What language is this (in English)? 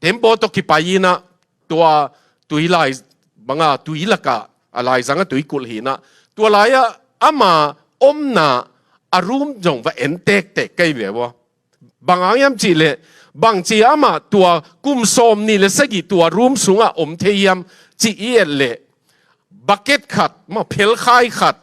Tedim Chin